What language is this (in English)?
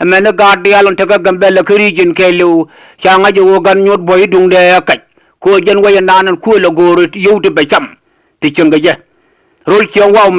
Nuer